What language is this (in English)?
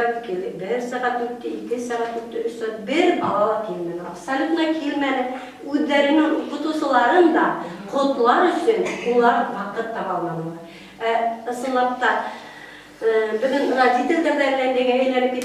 Bashkir